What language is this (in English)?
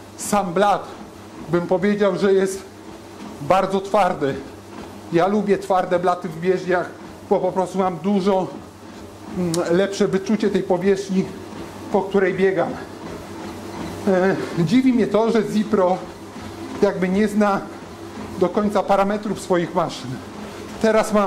Polish